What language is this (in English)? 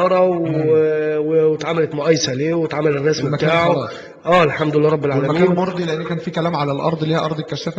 Egyptian Arabic